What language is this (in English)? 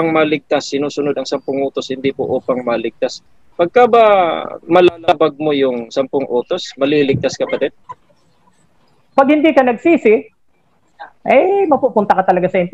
Filipino